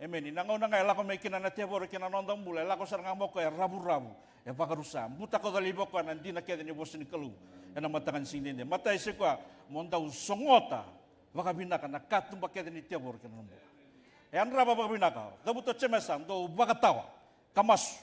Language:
Fijian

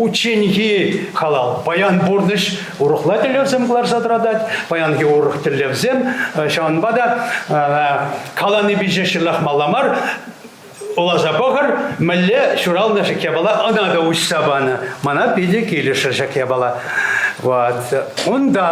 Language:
Chuvash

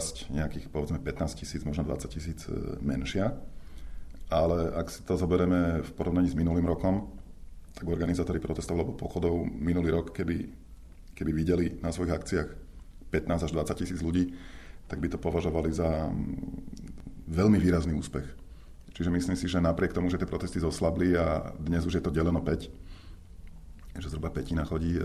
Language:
Slovak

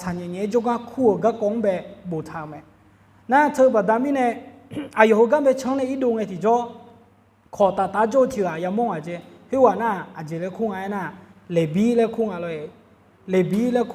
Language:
Akha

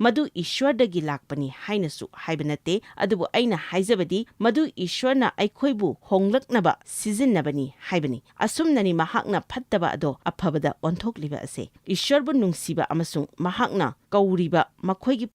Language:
Manipuri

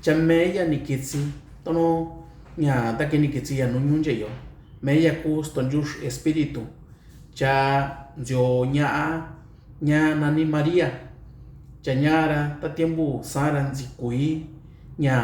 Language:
Mixtepec Mixtec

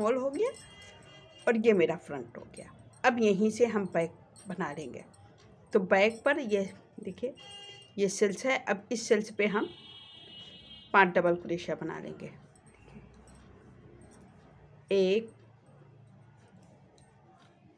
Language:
Hindi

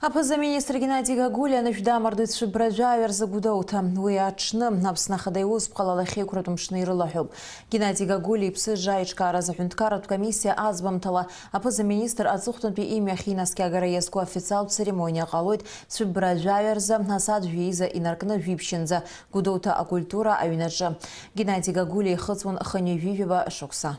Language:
Abkhazian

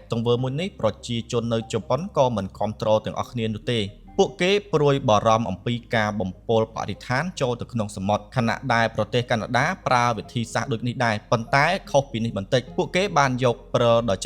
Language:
Khmer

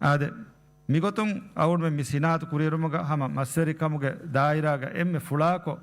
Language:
Divehi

